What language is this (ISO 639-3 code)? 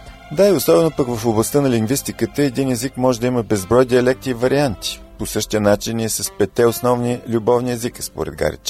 bul